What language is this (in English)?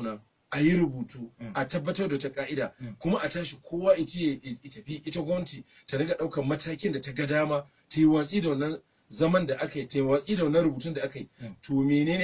Hausa